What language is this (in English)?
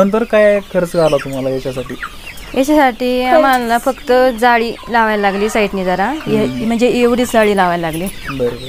Marathi